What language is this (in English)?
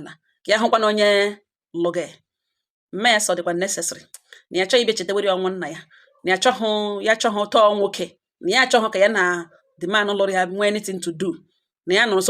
Igbo